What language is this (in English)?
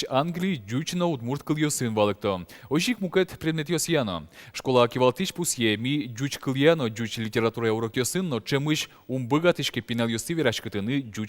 Udmurt